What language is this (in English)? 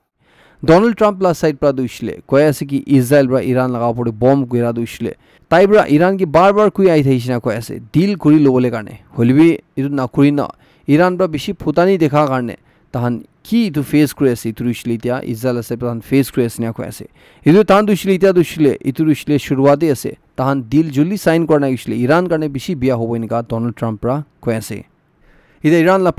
Naga Pidgin